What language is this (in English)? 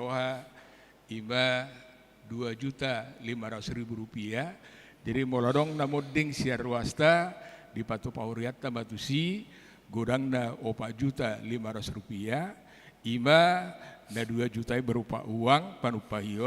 Batak Toba